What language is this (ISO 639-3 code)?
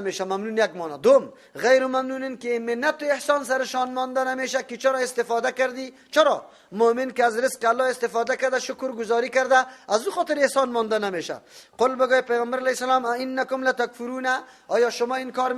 fas